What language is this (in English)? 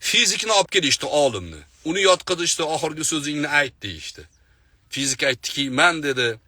Uzbek